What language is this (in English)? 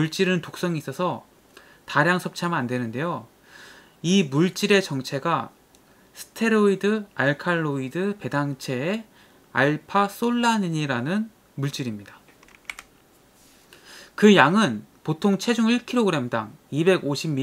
Korean